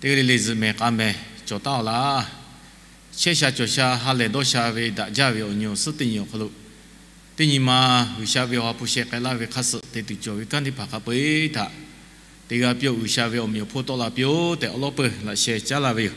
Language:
Lahu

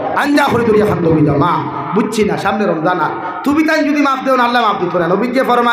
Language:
Sylheti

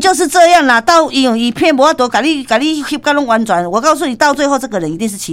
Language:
Min Nan Chinese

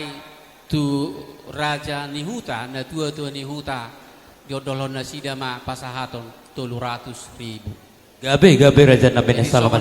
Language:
Batak Toba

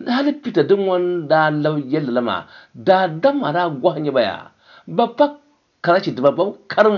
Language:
Dagbani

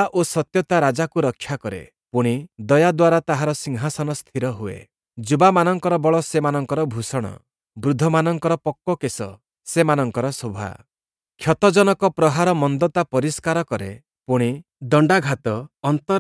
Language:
Odia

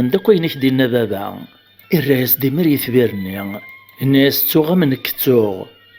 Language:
Kabyle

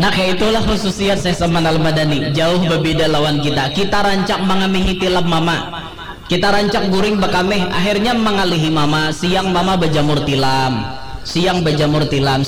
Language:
Banjar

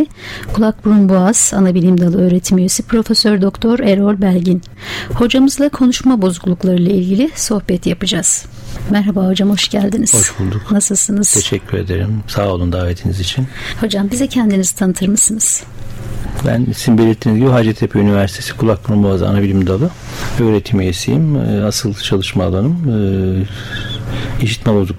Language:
Turkish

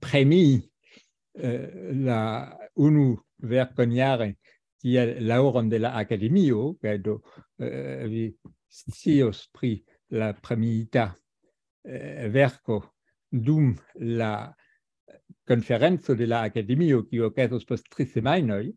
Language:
Esperanto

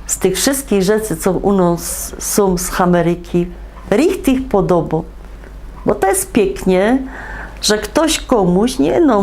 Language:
Silesian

